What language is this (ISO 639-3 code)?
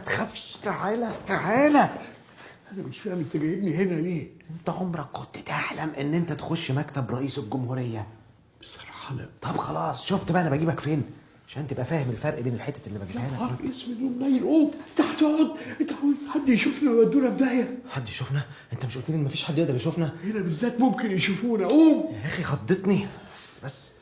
arz